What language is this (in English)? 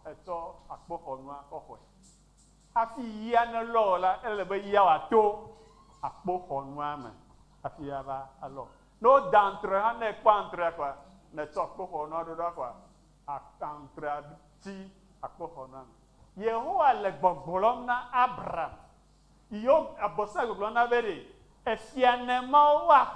Ewe